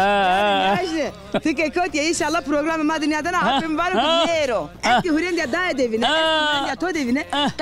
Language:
Zaza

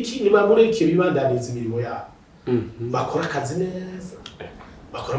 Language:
Rundi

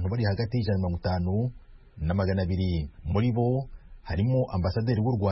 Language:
Kinyarwanda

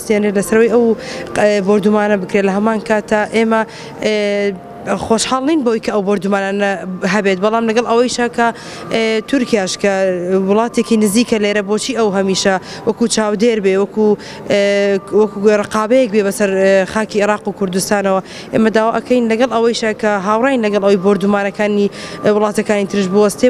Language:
Central Kurdish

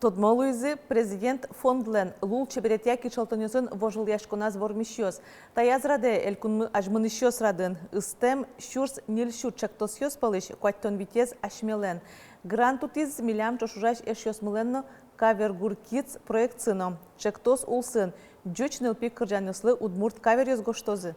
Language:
Udmurt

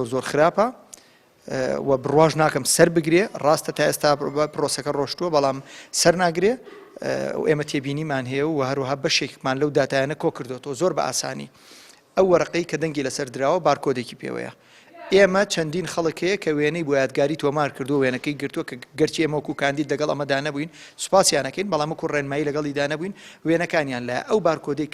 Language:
Central Kurdish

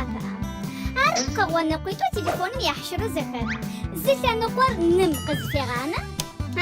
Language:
Adyghe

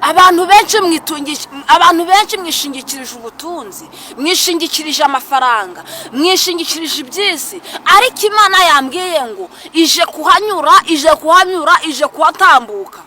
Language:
Kinyarwanda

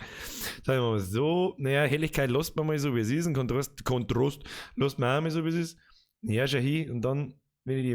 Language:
Bavarian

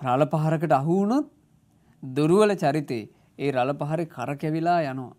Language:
Sinhala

